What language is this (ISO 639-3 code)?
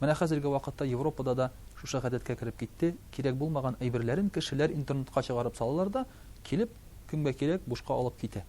tat